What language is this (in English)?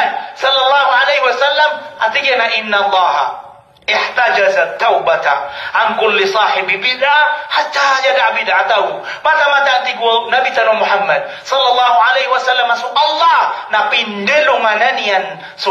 Maranao